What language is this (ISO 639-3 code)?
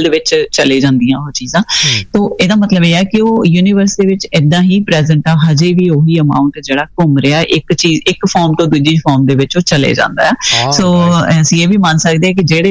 pan